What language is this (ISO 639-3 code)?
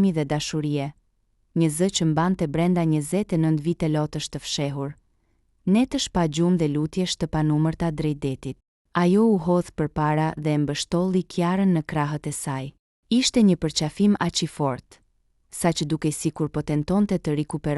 sqi